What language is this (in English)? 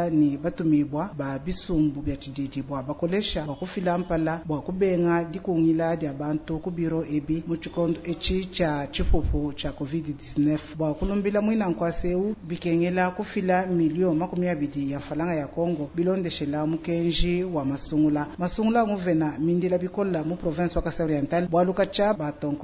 Luba-Lulua